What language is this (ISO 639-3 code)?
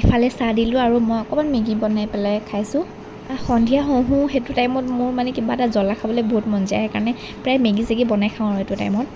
asm